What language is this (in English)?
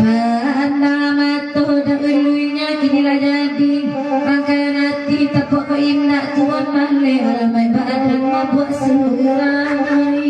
Minangkabau